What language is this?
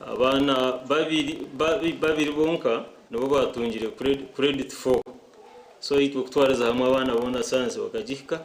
Nyankole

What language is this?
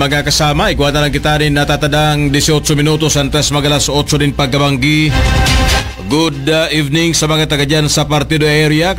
Bikol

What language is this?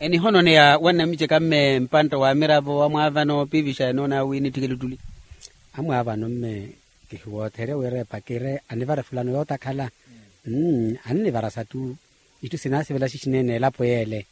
Makhuwa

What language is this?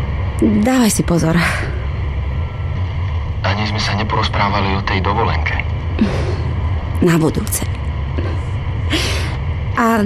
Slovak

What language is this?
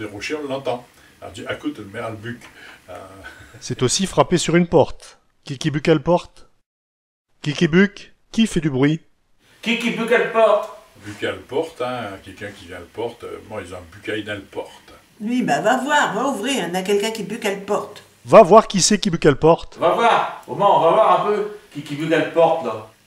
Picard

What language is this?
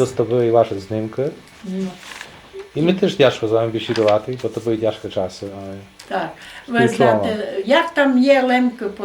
Rusyn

